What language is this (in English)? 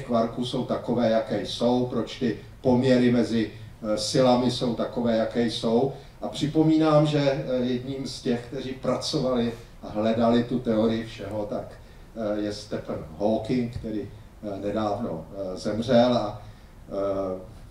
Czech